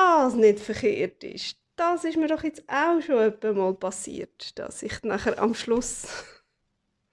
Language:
Swiss German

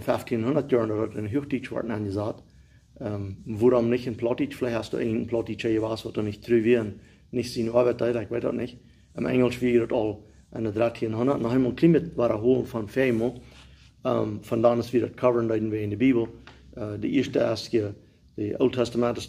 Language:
Plautdietsch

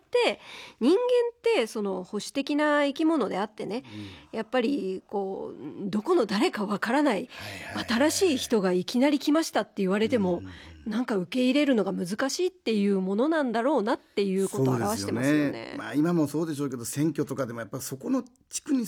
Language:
Japanese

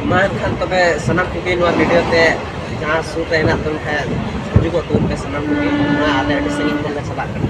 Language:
Santali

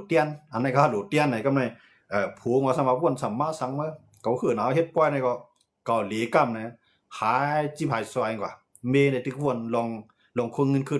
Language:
Shan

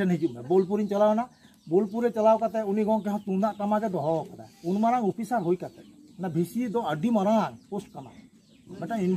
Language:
Santali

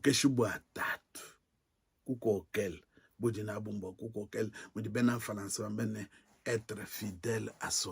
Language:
Luba-Lulua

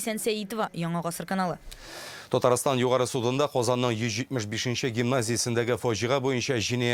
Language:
Tatar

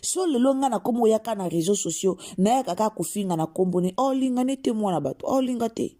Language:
Lingala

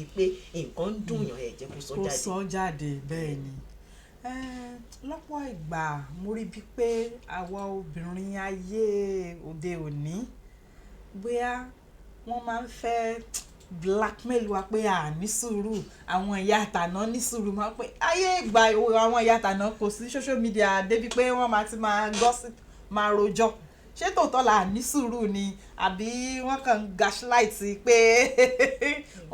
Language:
Yoruba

